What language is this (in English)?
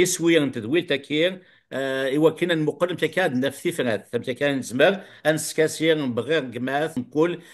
Kabyle